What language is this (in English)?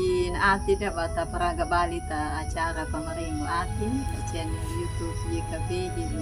Anakalangu